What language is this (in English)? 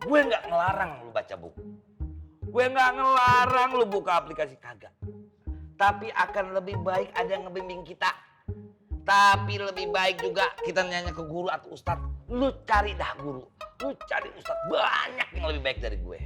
Betawi